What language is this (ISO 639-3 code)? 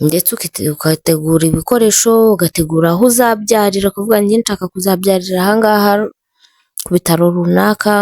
kin